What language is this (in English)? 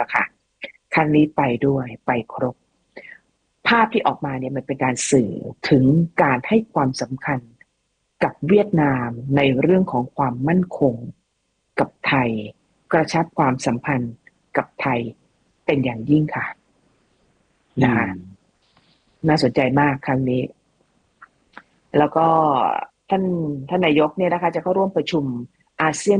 Thai